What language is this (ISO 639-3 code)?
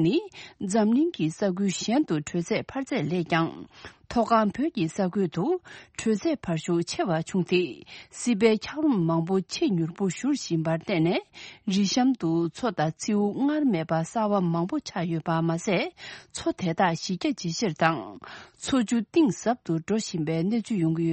bod